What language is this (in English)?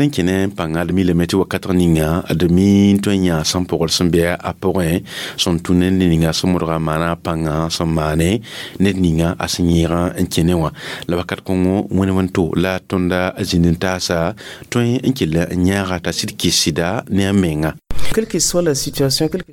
Mossi